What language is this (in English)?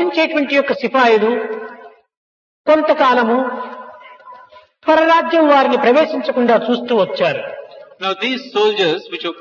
Telugu